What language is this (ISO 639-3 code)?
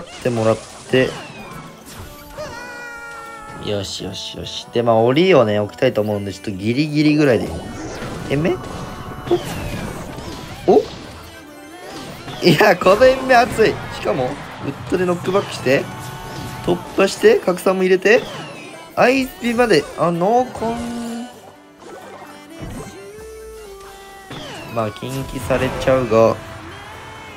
jpn